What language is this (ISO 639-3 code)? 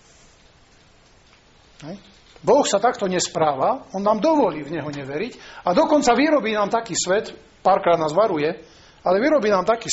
slk